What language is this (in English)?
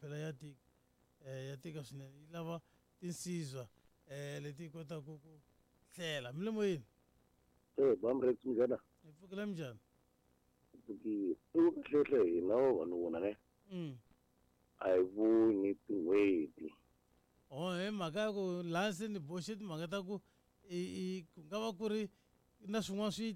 Tsonga